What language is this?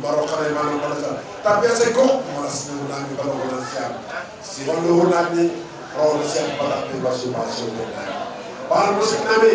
Batak Simalungun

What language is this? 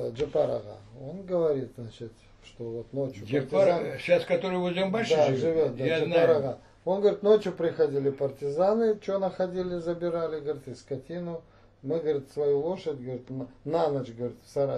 Crimean Tatar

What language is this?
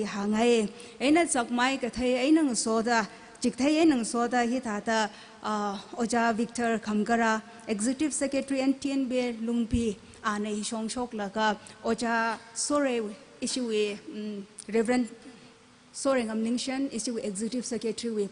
Tangkhul Naga (India)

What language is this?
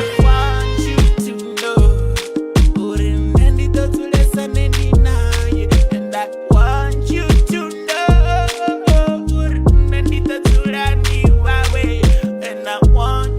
Venda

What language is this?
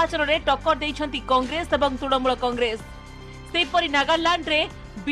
Odia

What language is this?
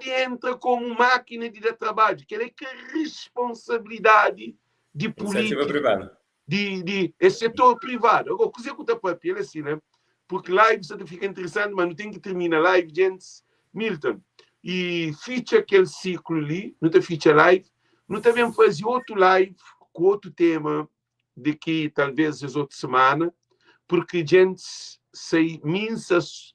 Kabuverdianu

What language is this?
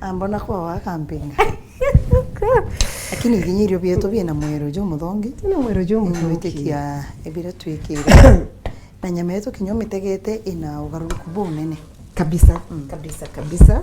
Meru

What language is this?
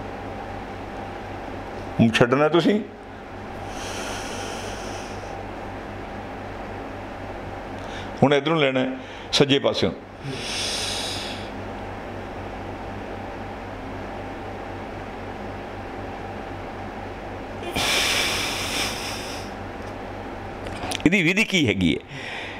Punjabi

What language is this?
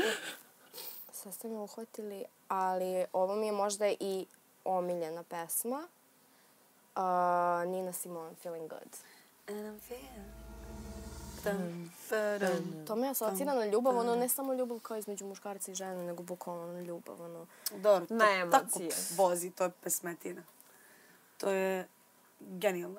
Serbian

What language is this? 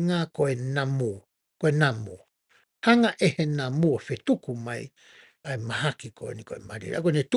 Tongan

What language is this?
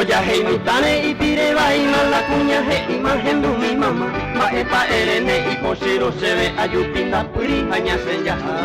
Guarani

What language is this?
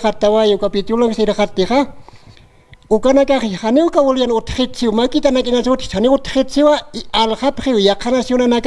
Aymara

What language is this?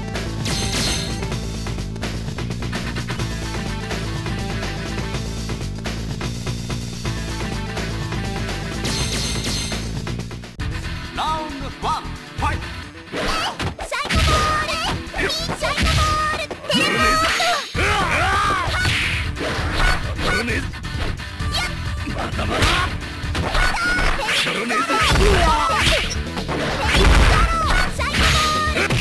Japanese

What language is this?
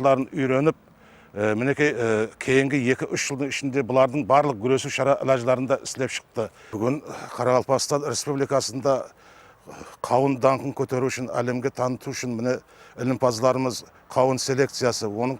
Kara-Kalpak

